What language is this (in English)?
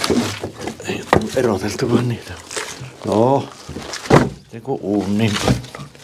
Finnish